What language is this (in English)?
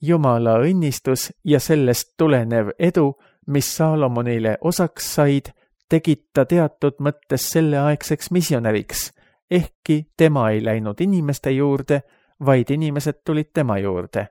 Estonian